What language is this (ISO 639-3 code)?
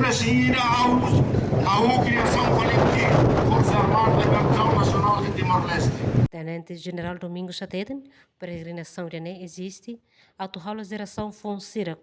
tet